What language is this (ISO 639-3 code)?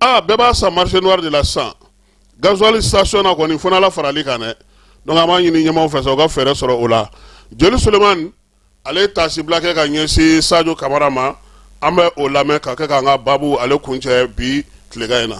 bam